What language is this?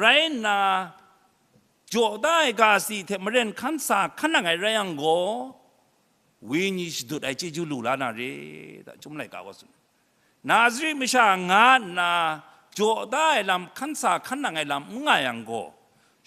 Kachin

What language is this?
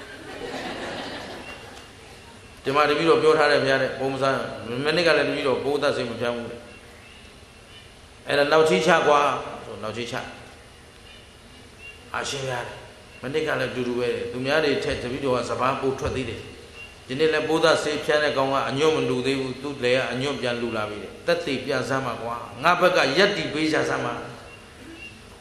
Burmese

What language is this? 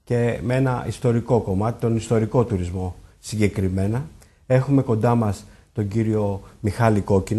Greek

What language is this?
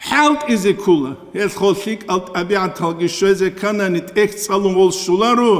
Avaric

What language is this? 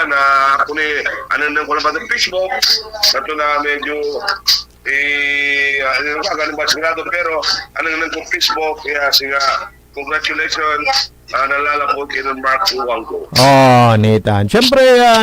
Pangasinan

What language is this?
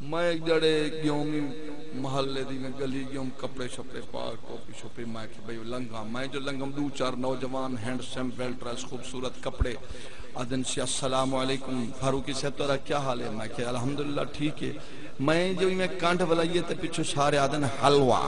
Saraiki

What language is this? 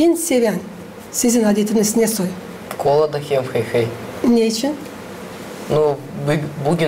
Gagauz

